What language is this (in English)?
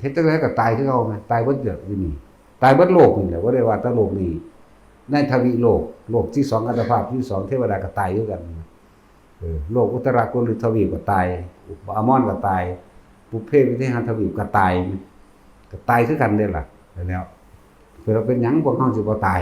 Northeastern Thai